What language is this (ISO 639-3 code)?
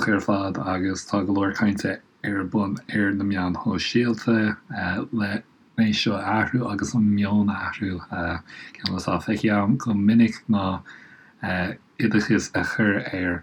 gle